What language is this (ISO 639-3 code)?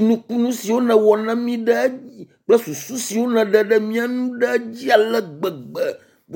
ewe